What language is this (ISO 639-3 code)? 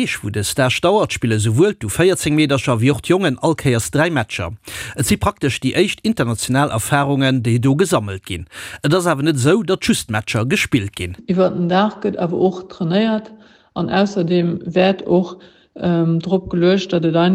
ltz